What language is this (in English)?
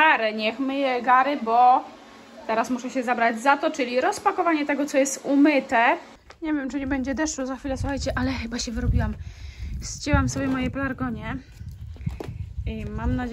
Polish